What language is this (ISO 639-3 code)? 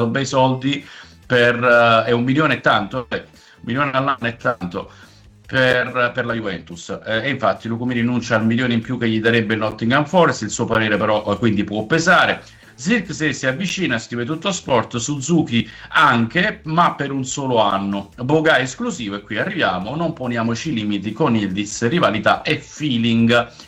ita